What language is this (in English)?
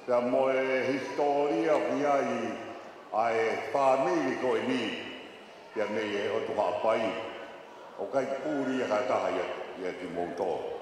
Tongan